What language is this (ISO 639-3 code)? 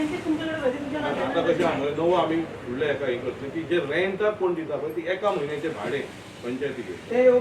kok